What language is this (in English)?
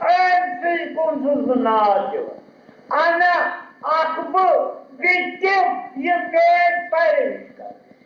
Kashmiri